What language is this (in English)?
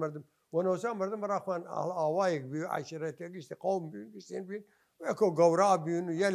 Southern Kurdish